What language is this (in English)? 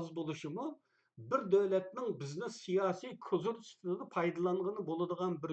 Uyghur